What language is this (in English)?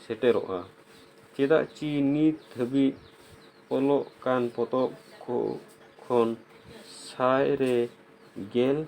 Santali